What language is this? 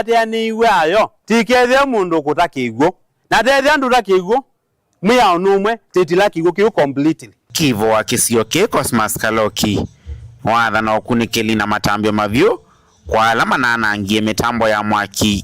Kamba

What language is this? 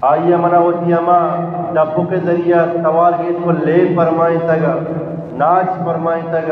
Eastern Balochi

